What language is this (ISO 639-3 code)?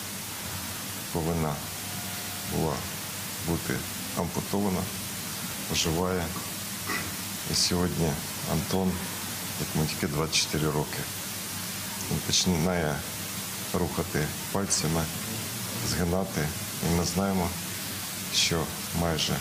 ukr